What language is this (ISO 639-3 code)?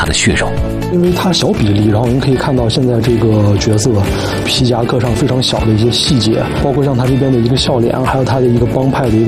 zho